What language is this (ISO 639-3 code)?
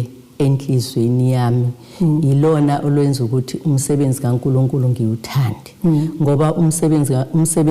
zul